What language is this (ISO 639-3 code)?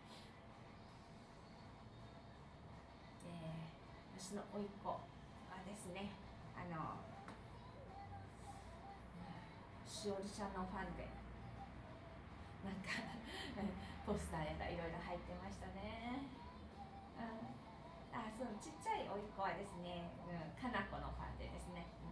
jpn